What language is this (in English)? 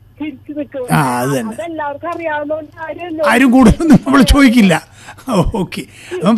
Malayalam